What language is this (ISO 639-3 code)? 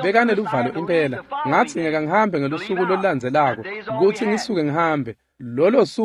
ssw